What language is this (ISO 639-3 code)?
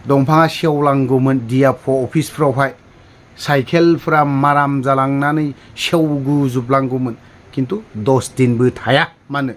brx